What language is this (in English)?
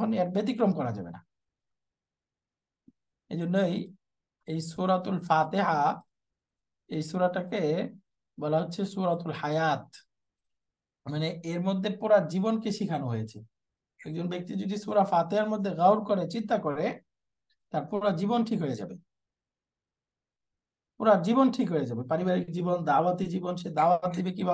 Bangla